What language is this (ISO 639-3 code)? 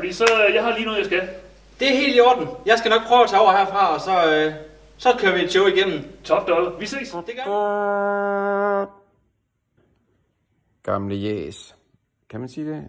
dan